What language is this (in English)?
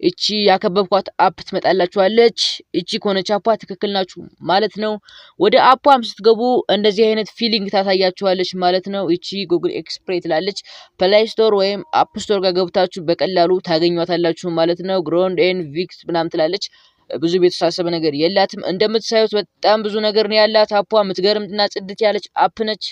Amharic